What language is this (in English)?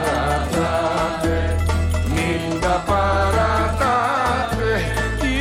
Greek